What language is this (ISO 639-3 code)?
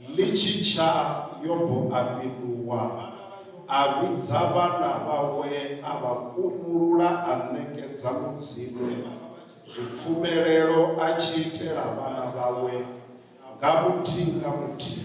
ven